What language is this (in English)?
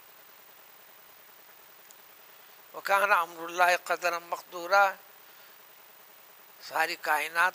Urdu